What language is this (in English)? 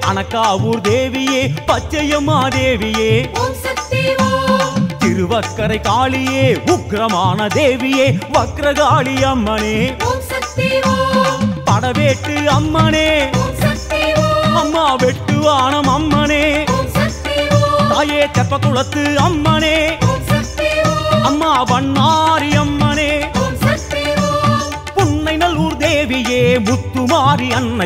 Tamil